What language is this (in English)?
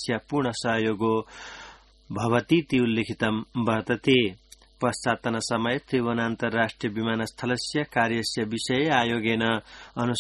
Sanskrit